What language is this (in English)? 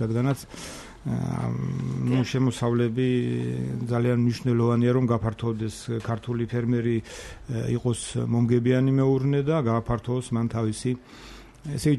Georgian